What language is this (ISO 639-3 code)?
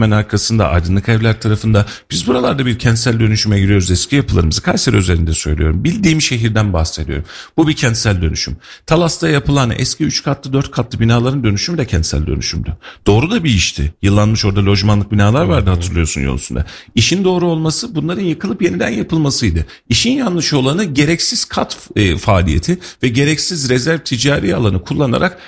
tur